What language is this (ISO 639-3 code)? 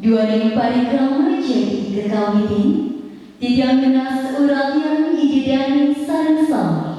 ban